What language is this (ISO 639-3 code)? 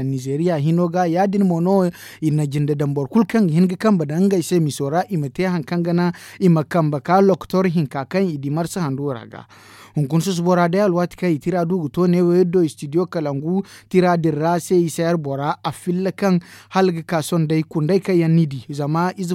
dje